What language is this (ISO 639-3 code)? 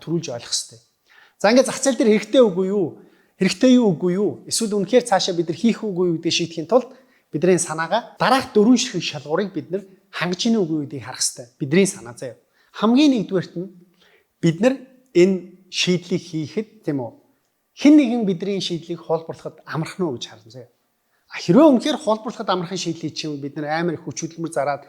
mon